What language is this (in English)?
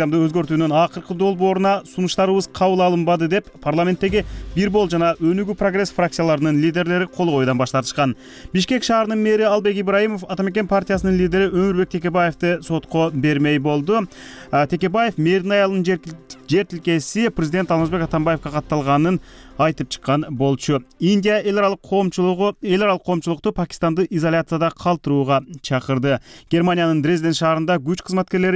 Kyrgyz